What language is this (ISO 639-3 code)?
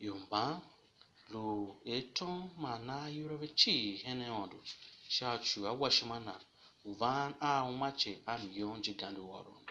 tiv